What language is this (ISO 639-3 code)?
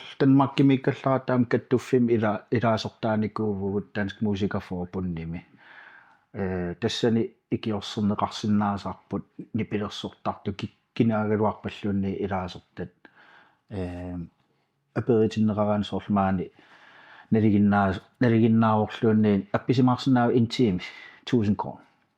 kal